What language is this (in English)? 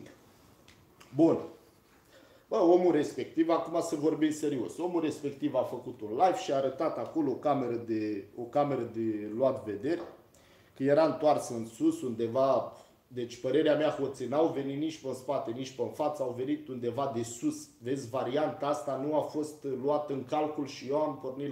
Romanian